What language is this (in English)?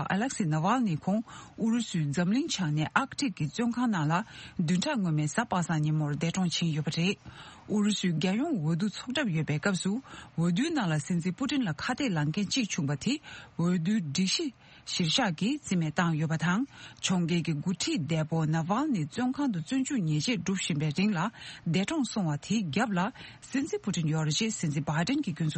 Tibetan